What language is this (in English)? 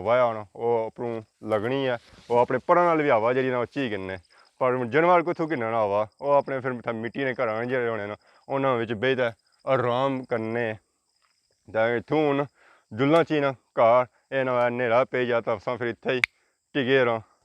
Pahari-Potwari